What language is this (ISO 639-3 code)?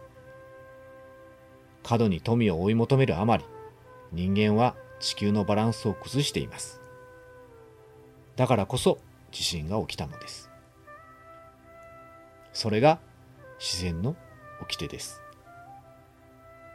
jpn